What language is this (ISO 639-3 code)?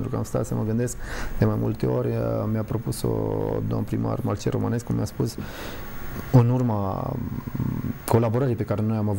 ron